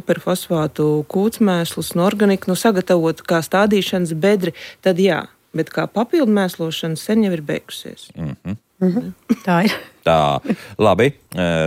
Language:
Latvian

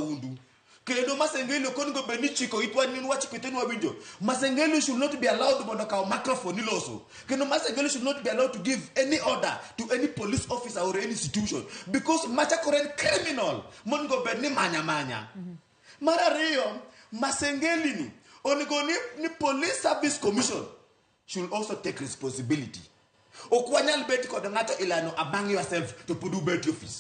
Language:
Luo (Kenya and Tanzania)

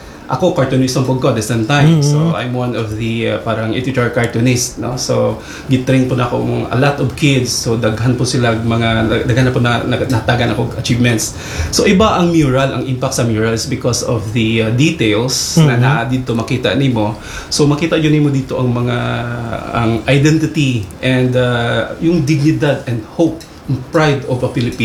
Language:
Cebuano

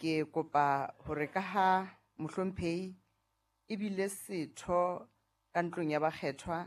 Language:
Southern Sotho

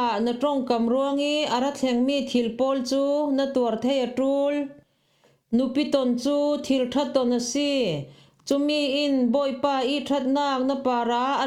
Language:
Falam Chin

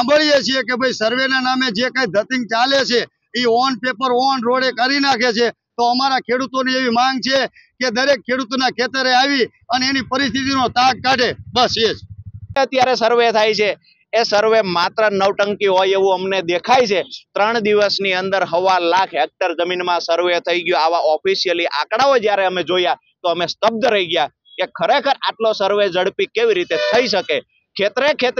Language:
Gujarati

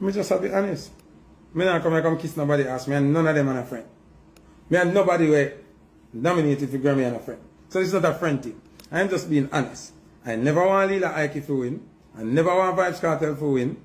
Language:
Jamaican Creole English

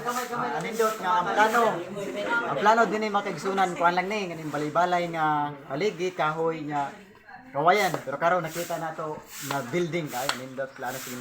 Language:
Cebuano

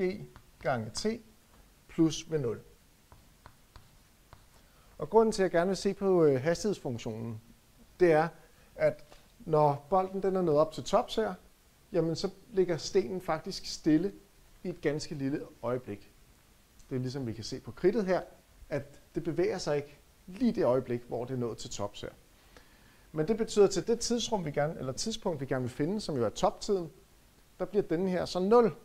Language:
Danish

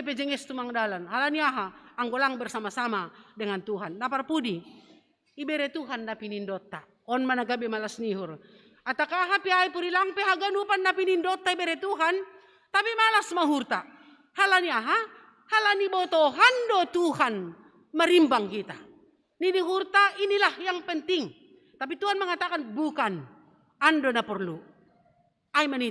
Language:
Batak Simalungun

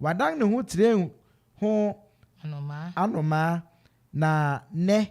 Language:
Akan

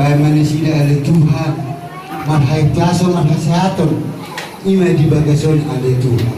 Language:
Batak Toba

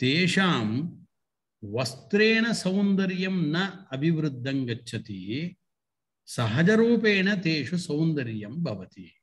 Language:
Sanskrit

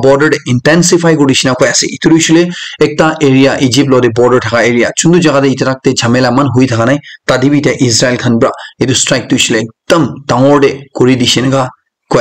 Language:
Naga Pidgin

